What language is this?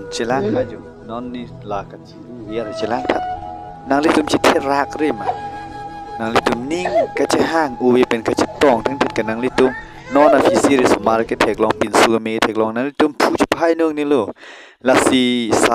Karbi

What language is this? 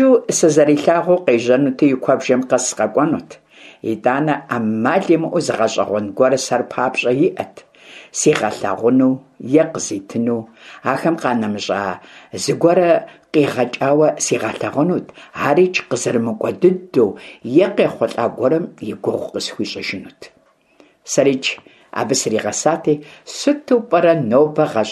Kabardian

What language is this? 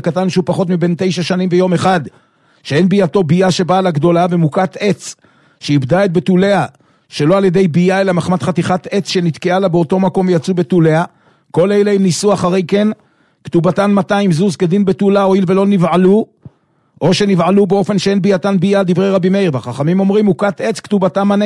Hebrew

